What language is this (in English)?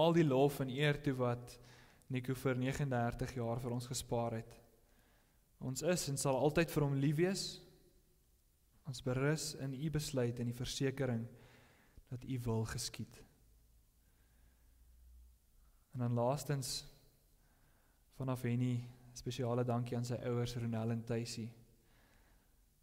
Afrikaans